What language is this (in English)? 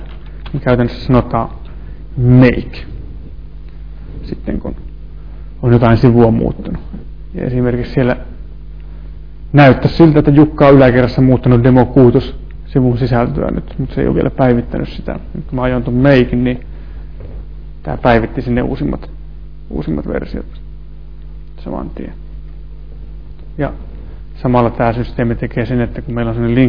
Finnish